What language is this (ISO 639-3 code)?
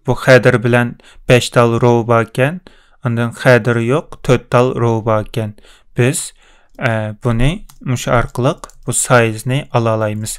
uig